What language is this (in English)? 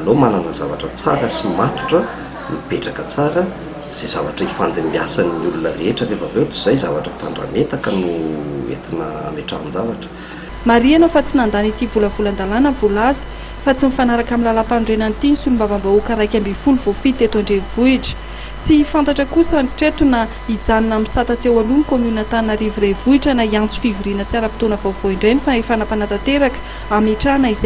Malagasy